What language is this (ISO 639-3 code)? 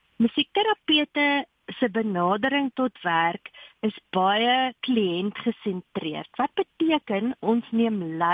afr